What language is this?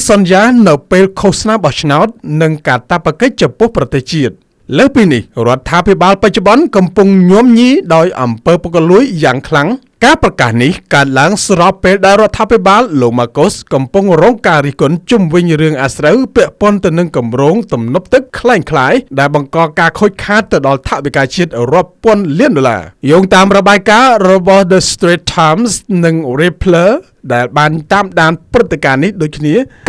Khmer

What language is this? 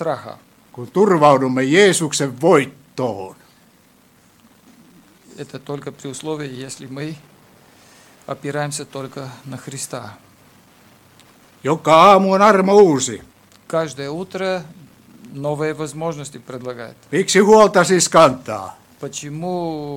Finnish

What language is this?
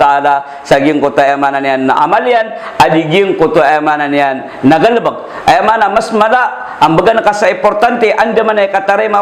Maranao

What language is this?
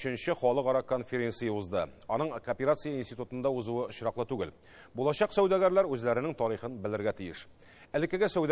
Tatar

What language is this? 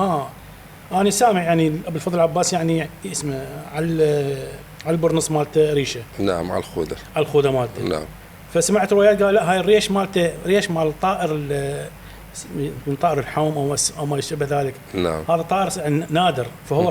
Mesopotamian Arabic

